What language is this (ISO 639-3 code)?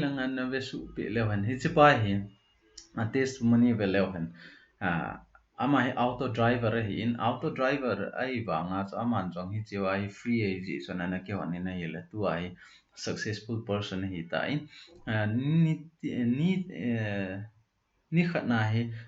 tcz